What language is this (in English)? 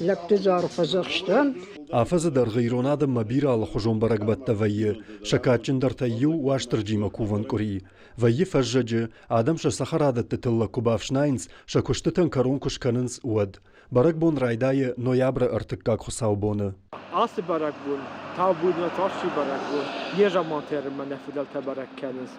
Ossetic